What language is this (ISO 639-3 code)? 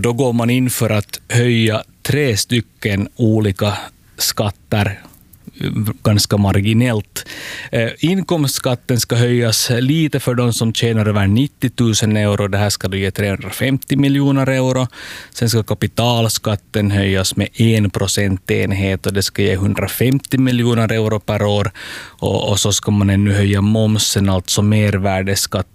swe